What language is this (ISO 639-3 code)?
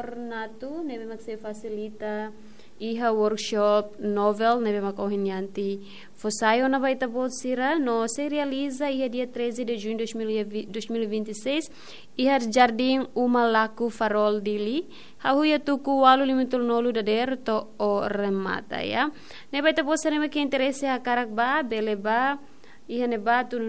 tet